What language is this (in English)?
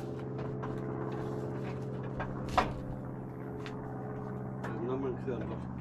Lao